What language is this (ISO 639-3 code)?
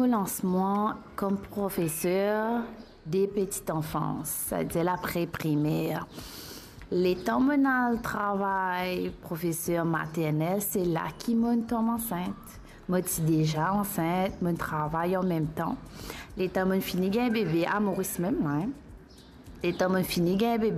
mfe